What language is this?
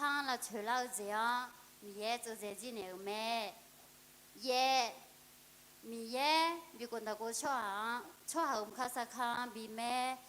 Akha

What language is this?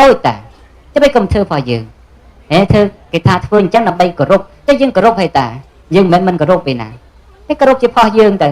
Khmer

